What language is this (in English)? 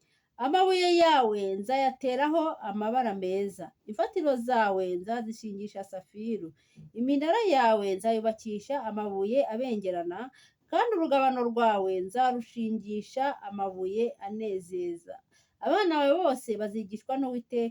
Kinyarwanda